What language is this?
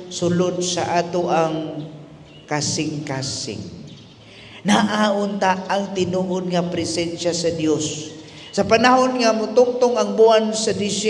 Cebuano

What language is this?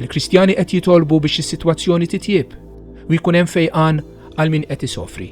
Maltese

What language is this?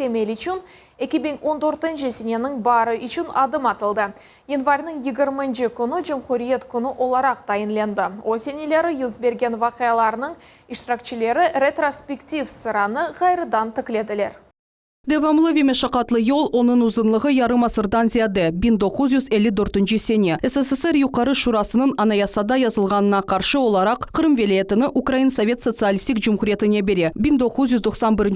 Crimean Tatar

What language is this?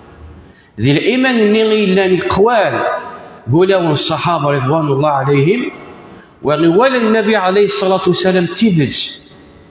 Kabyle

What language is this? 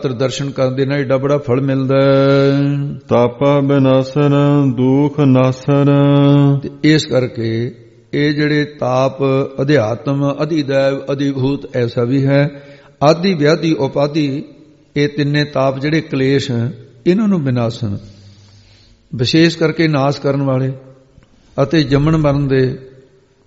Punjabi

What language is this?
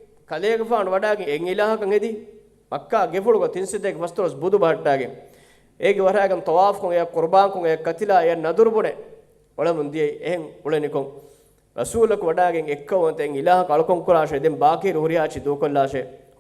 Divehi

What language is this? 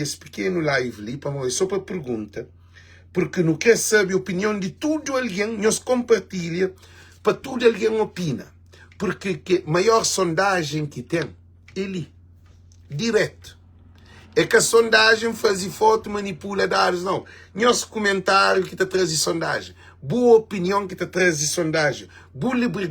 Kabuverdianu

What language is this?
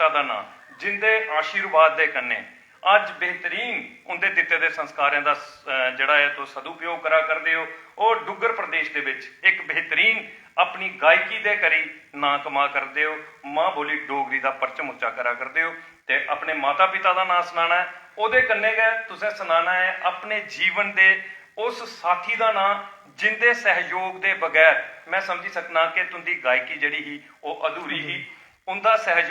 Dogri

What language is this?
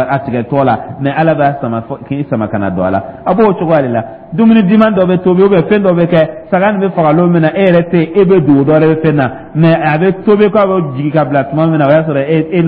Dyula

